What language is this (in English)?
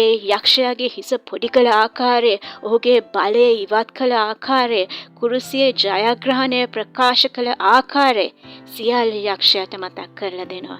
Sinhala